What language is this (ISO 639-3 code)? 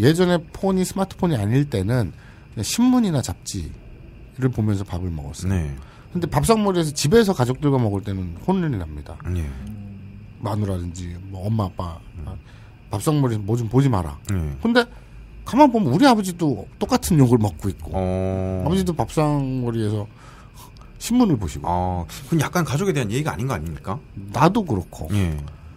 kor